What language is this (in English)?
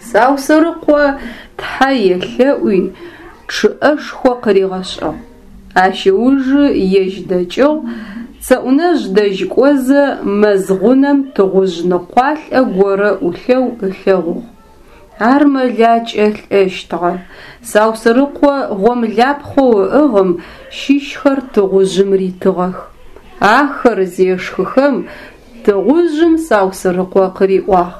Adyghe